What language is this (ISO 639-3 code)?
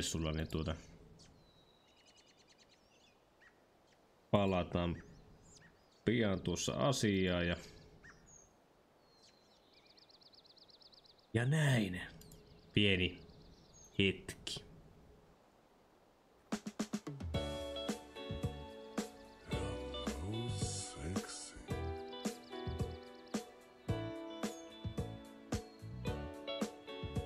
fin